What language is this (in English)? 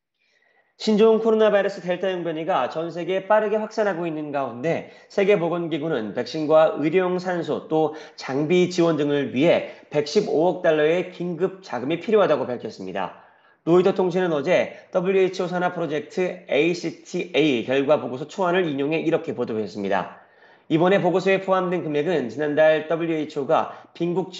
Korean